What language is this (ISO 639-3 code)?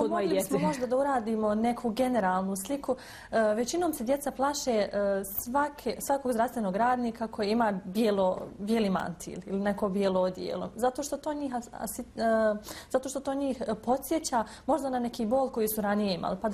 bos